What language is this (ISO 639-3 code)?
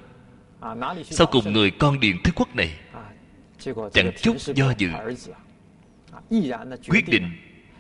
vie